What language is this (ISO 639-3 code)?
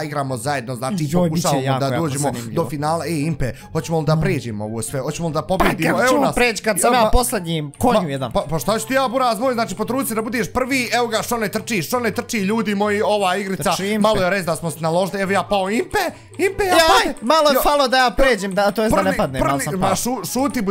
bos